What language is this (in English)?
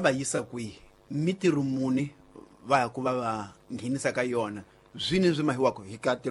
Tsonga